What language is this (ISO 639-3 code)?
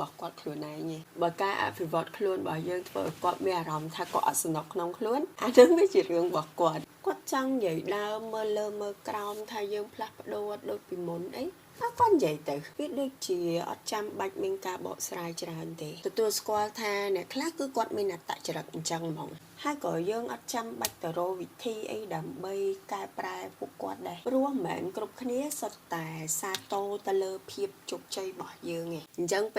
khm